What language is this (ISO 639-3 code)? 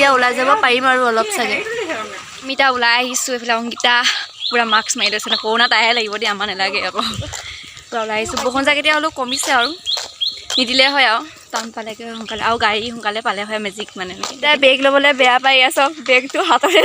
asm